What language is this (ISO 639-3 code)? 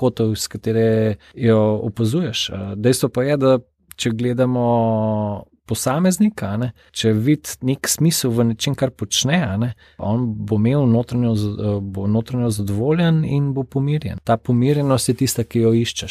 slv